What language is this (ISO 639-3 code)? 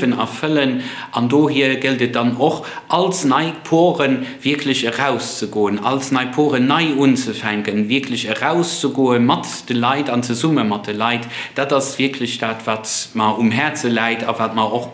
ltz